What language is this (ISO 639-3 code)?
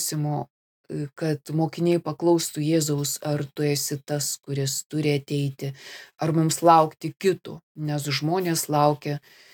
lit